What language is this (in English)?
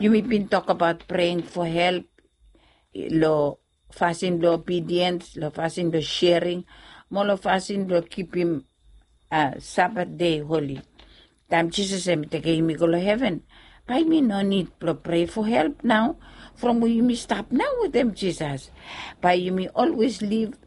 Bislama